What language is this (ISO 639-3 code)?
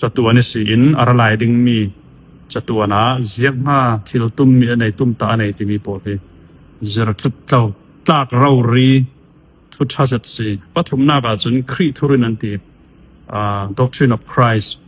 cfm